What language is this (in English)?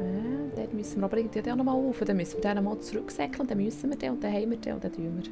Swiss German